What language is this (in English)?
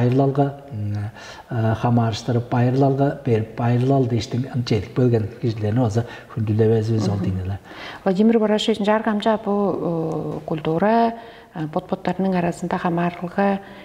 Tuvinian